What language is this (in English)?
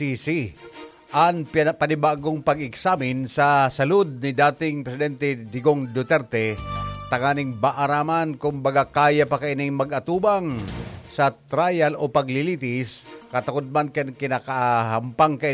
Bikol